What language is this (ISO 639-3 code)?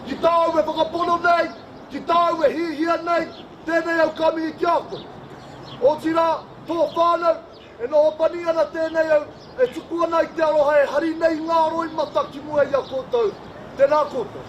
mri